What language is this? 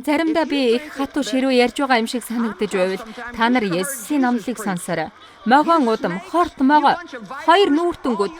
Mongolian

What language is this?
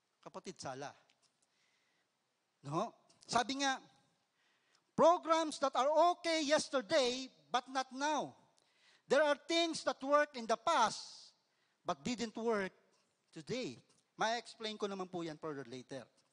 Filipino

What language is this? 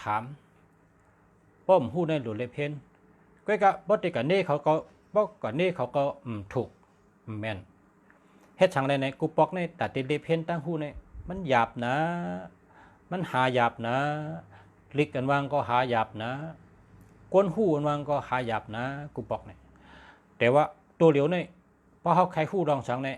Shan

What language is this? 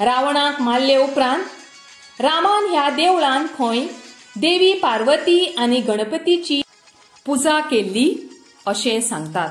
Konkani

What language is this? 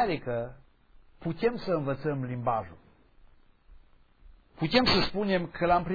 Romanian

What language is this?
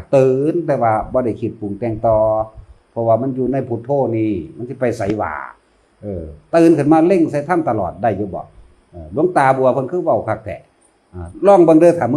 Northeastern Thai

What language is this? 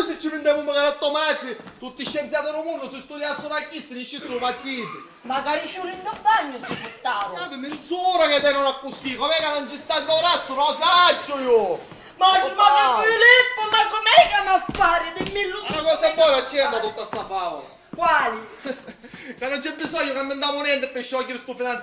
Sicilian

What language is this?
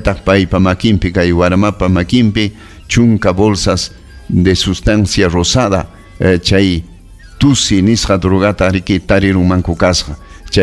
Ayacucho Quechua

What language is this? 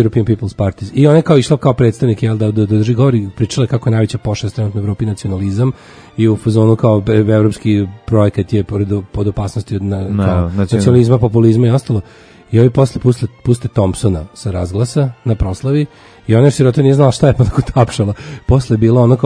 Serbian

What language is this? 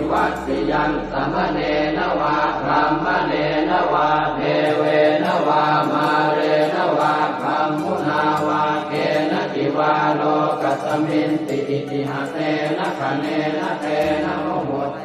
Pali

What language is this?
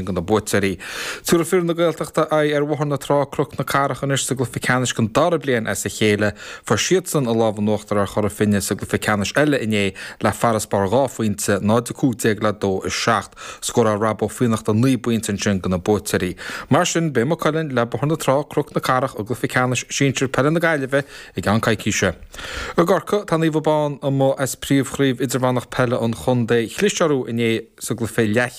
Irish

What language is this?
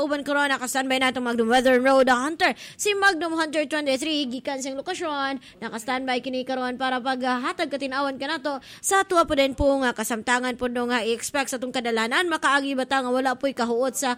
Cebuano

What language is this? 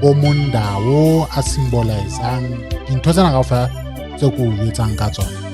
Southern Sotho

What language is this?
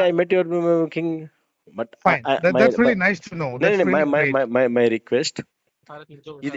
Kok Borok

